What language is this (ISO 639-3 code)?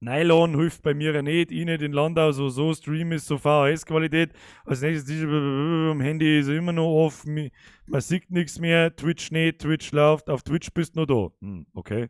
bar